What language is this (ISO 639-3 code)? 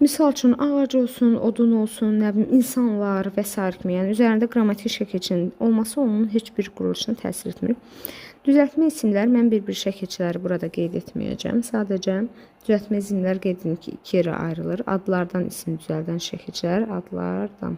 aze